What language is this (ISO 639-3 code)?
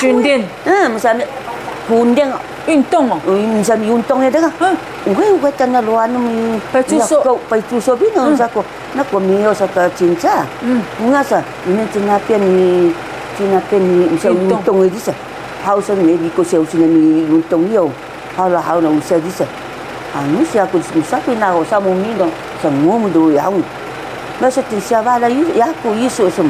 trv